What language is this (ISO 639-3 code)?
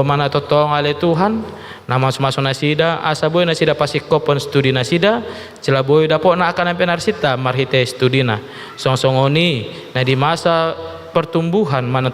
bbc